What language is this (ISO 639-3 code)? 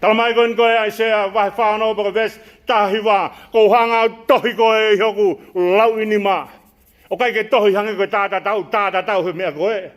ton